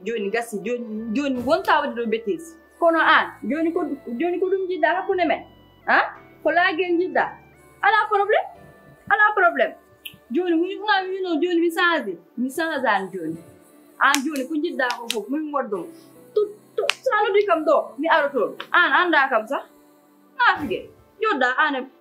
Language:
Fula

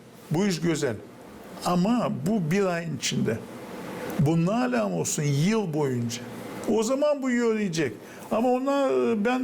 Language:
Gagauz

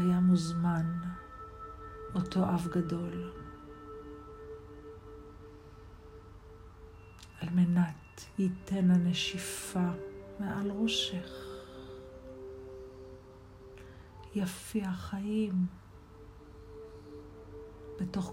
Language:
Hebrew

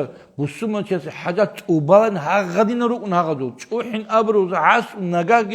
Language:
Avaric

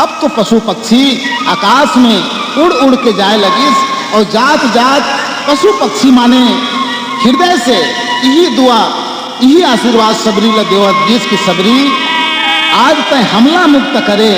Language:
Chhattisgarhi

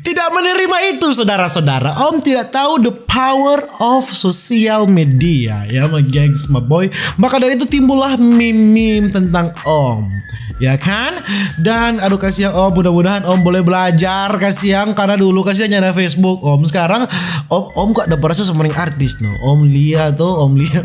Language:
Manado Malay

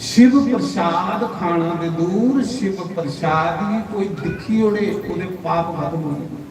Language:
Dogri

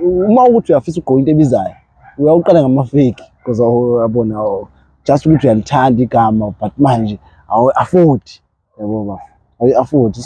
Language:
Zulu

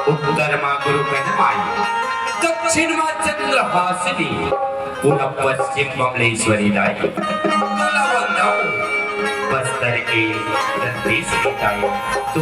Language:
Chhattisgarhi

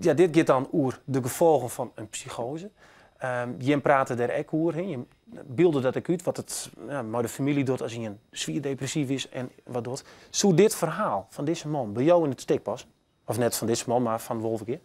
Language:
Western Frisian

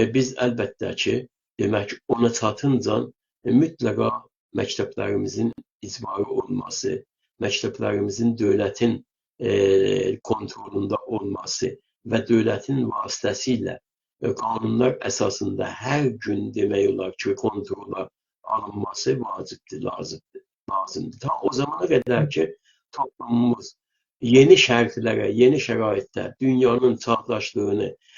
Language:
South Azerbaijani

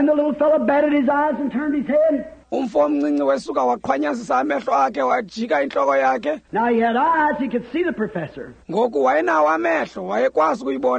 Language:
Xhosa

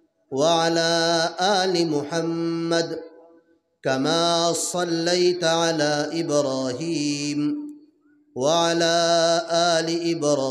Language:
Sylheti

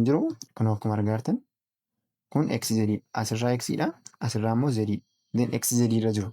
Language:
Oromo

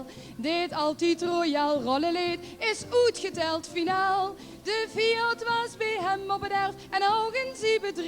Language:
Limburgish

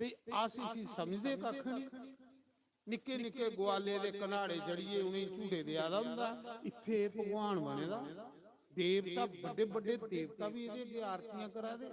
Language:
Dogri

